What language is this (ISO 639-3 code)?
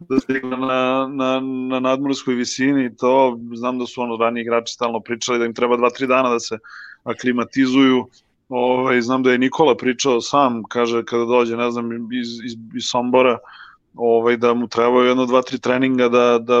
srp